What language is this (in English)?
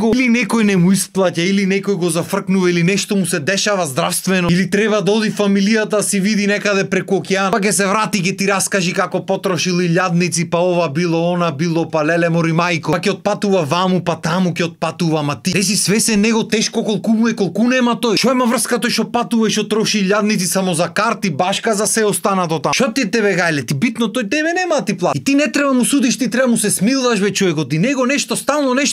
Macedonian